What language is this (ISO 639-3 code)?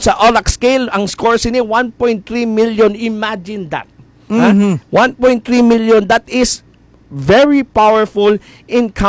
hil